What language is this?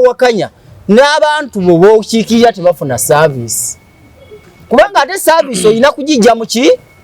Ganda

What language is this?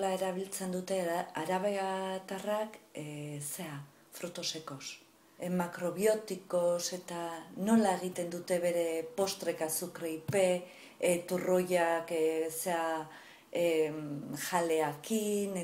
Basque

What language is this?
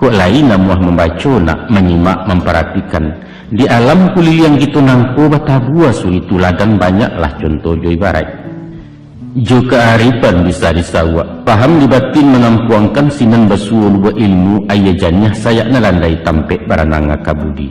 Minangkabau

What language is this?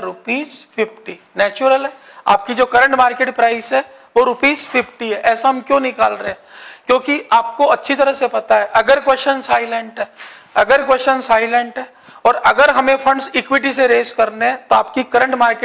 Hindi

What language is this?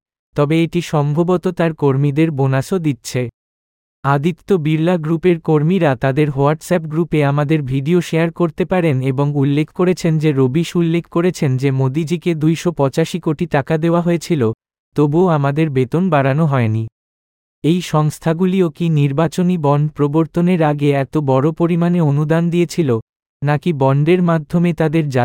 Bangla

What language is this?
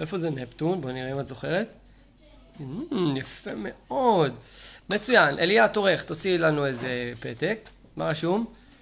Hebrew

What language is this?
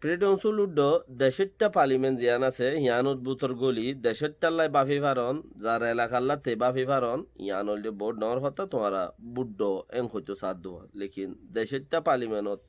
Rohingya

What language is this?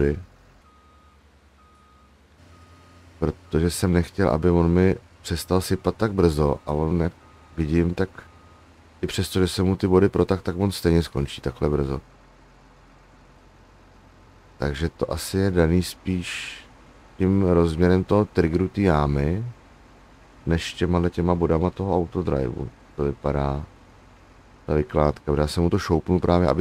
Czech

